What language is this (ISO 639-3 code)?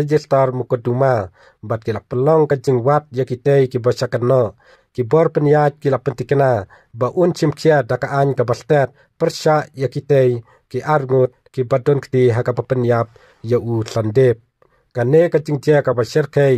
kha